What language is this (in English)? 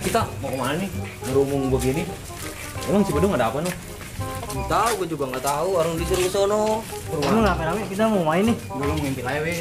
Betawi